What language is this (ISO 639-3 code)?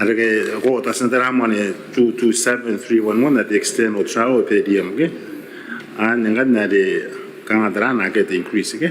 gil